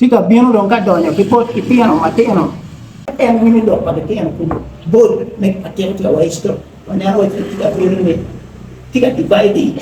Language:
Acoli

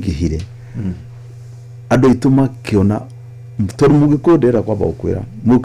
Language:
Kikuyu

